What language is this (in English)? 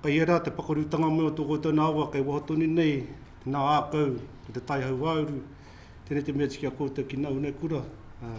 Māori